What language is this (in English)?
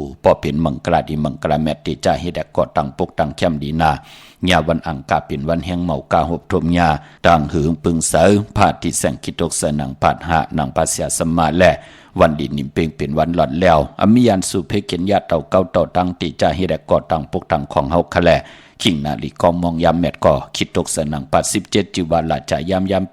Shan